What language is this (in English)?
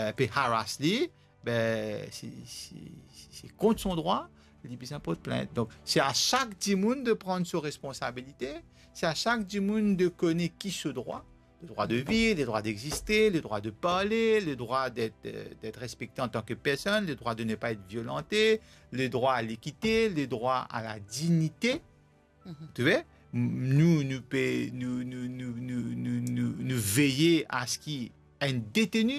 Morisyen